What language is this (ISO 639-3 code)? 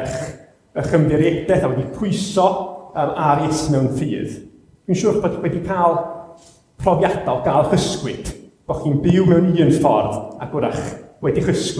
cym